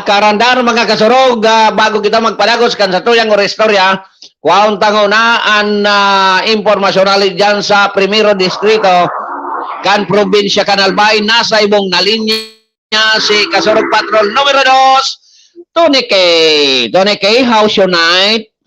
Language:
Bikol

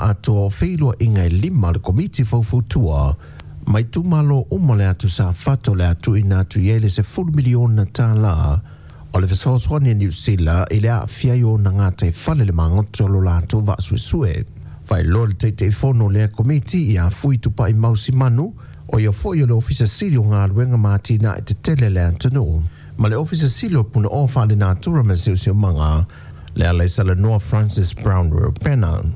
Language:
Samoan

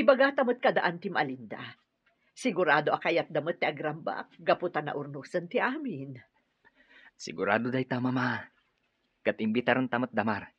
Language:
Iloko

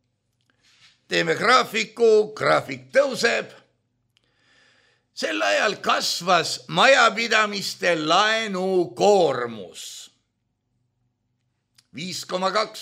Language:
Estonian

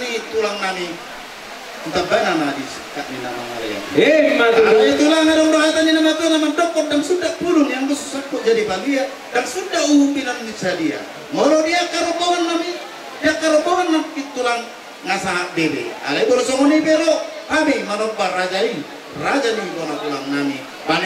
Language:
Batak Toba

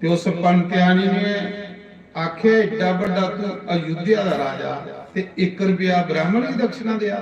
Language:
Dogri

